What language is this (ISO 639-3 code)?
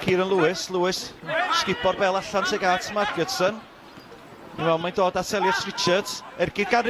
cym